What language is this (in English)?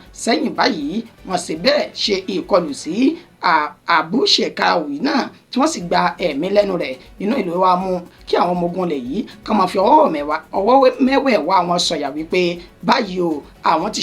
Yoruba